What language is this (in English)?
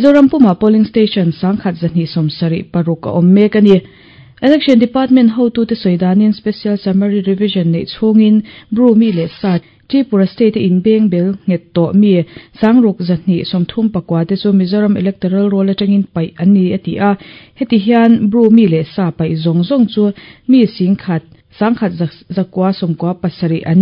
Mizo